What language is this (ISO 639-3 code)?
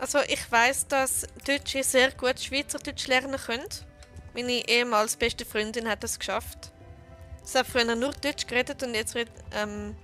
gsw